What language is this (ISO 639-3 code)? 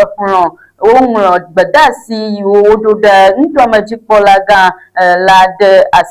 ewe